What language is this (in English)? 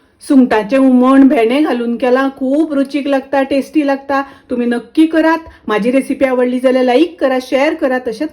Konkani